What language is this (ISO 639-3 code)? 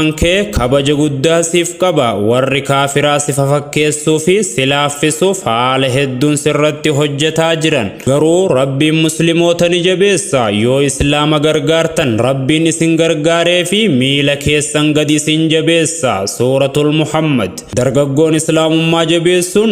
orm